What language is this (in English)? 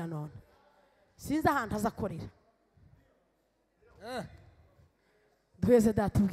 Kinyarwanda